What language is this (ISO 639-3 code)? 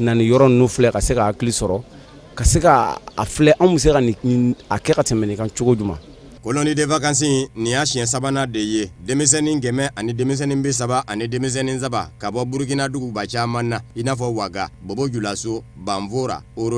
bam